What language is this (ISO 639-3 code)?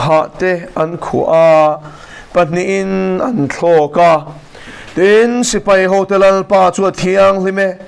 lus